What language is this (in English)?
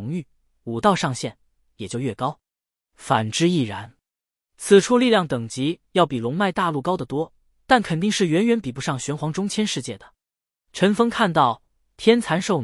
Chinese